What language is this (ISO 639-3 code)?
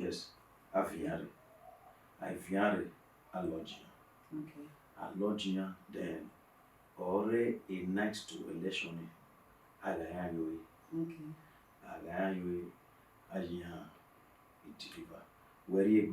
bin